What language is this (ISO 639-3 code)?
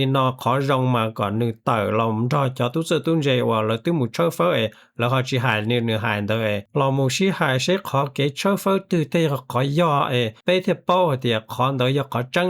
hmn